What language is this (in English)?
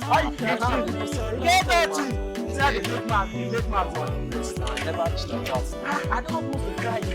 Nigerian Pidgin